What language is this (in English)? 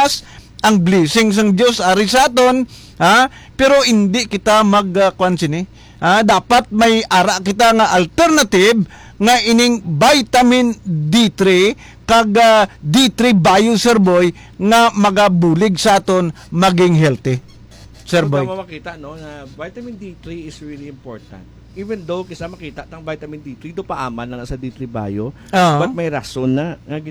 Hiligaynon